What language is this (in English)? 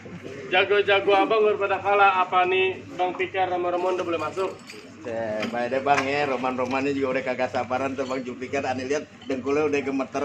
Betawi